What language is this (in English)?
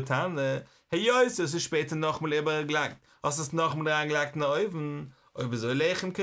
Yiddish